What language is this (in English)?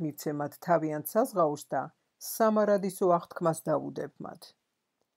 Georgian